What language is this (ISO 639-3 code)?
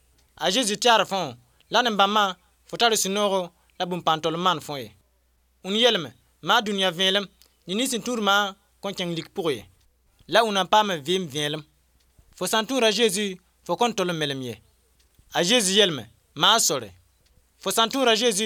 mos